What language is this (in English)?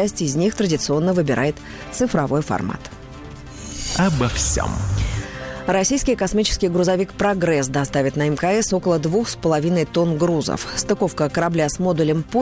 Russian